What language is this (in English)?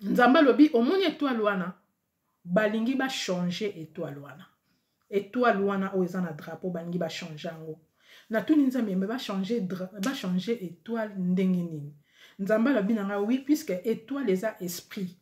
Lingala